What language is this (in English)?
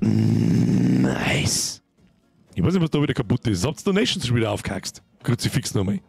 Bavarian